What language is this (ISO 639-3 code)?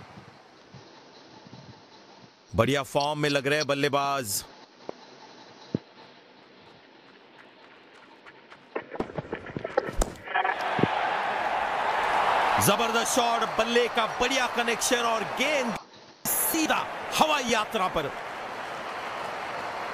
hin